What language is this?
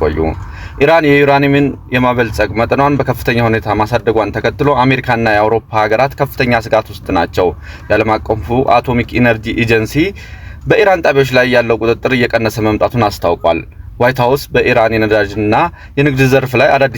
Amharic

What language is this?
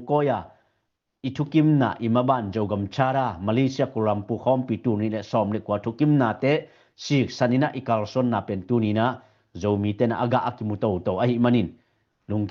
Tedim Chin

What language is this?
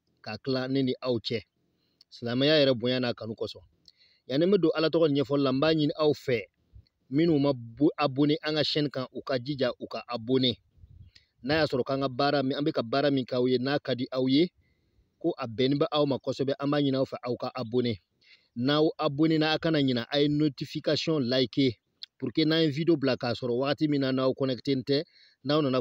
Bambara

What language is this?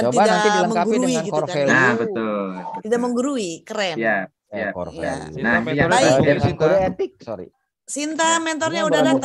Indonesian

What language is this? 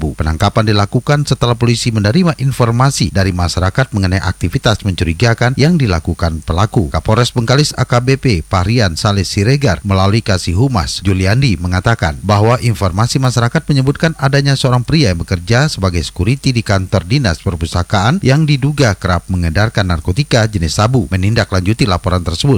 Indonesian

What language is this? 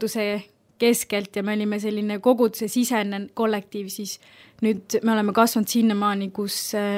Estonian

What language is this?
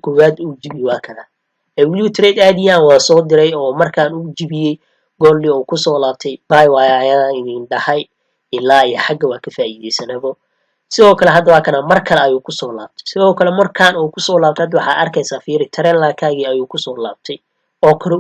Somali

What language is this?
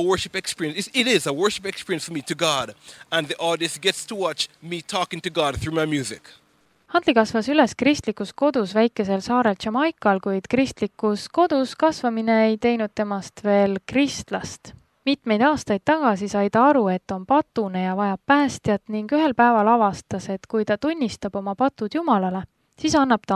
Estonian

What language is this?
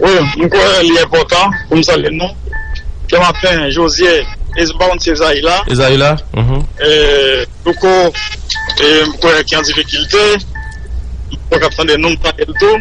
Haitian Creole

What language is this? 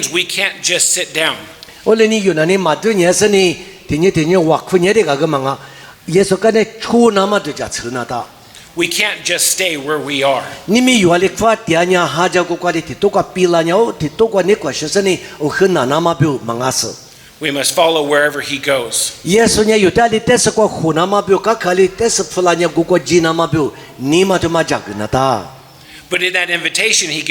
Lisu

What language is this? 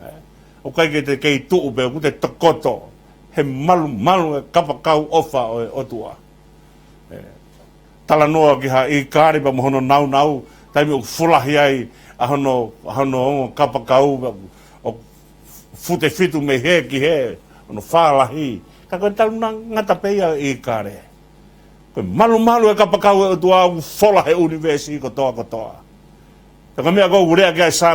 Tongan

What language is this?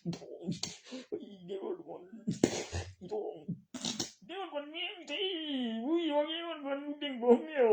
Northeastern Thai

